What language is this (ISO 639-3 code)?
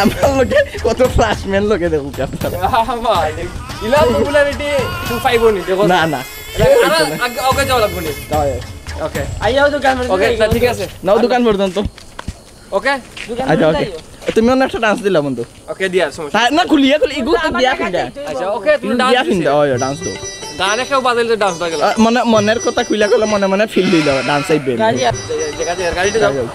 syl